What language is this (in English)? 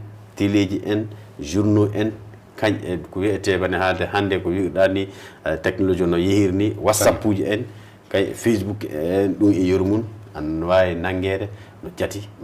Fula